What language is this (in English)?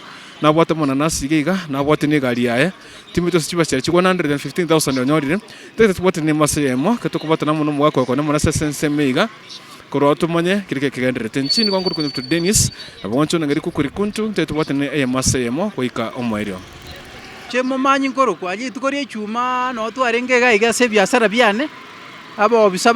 Gusii